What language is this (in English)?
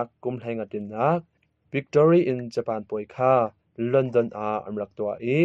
Hakha Chin